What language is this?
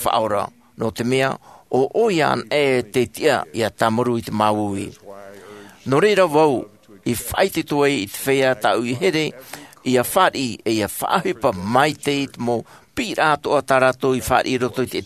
Tahitian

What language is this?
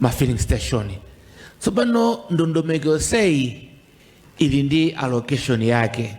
Nyanja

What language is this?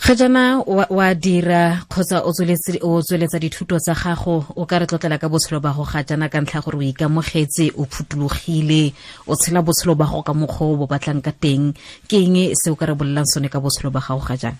Tswana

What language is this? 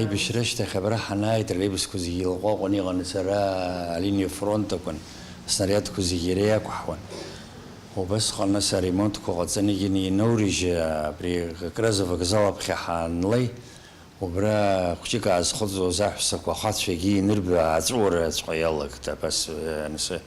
Abkhazian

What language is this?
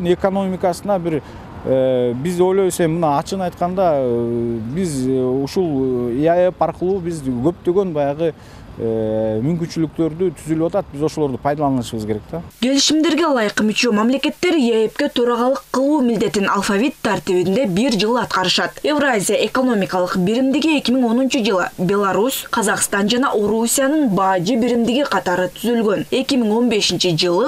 Kyrgyz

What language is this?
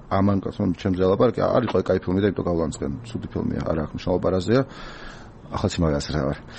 Georgian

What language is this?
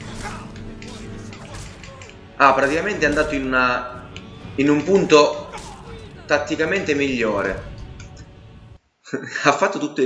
Italian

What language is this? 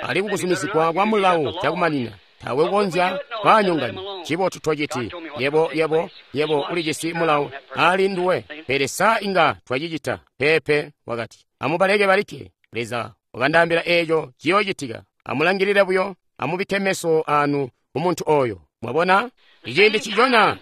Tonga (Zambia)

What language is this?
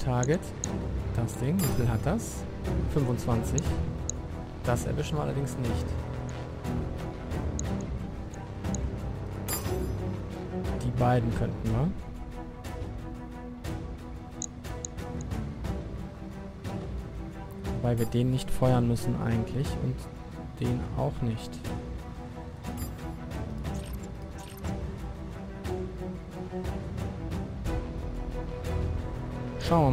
German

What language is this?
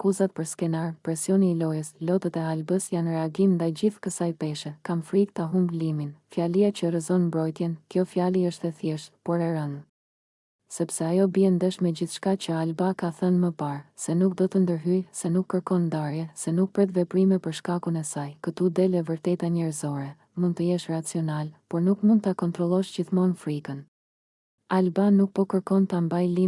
Albanian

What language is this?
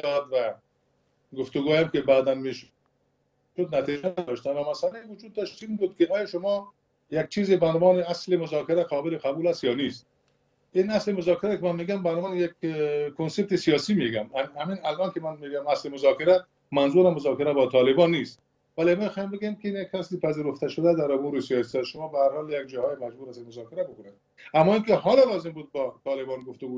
Persian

